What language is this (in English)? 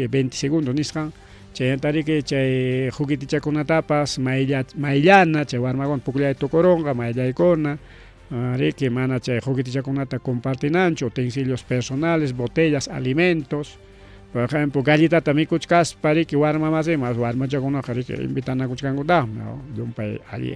Ayacucho Quechua